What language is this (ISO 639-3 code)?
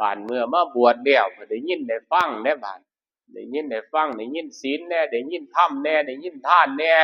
tts